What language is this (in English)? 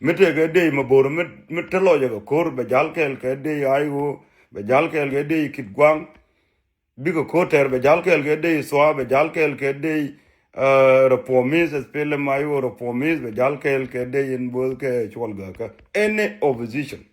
Nuer